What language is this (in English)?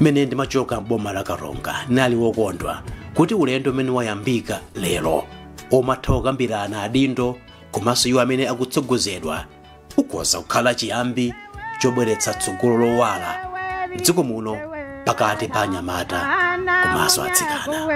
Nyanja